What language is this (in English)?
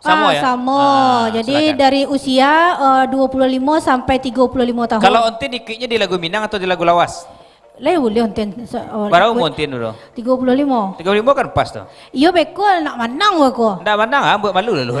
Minangkabau